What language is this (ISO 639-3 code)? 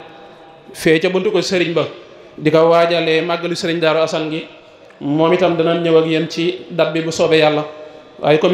wol